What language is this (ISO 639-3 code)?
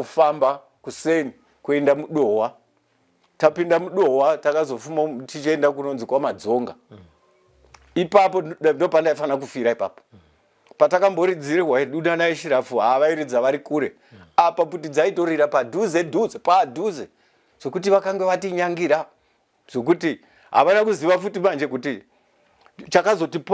sna